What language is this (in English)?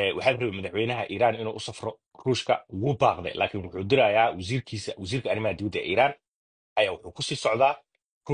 Somali